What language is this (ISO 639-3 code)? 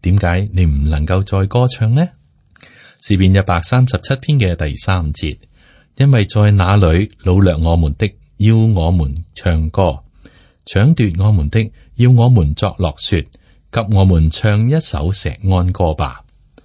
yue